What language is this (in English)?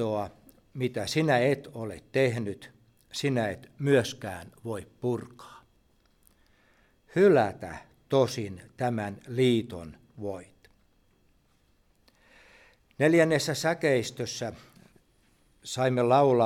Finnish